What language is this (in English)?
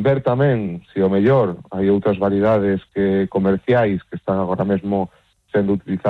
Galician